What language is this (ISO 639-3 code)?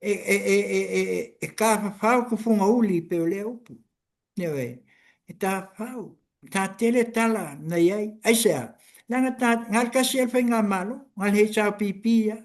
smo